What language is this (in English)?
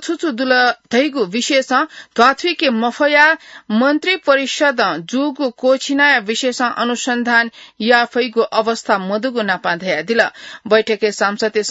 Newari